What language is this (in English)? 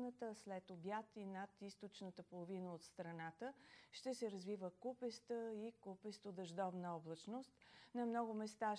Bulgarian